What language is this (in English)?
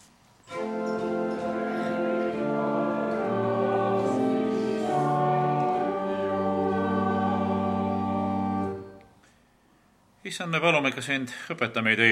Estonian